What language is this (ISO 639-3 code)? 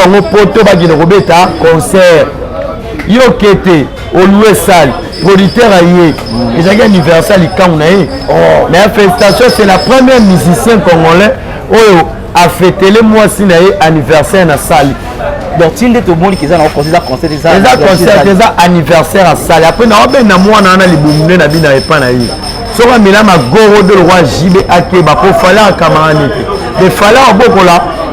lin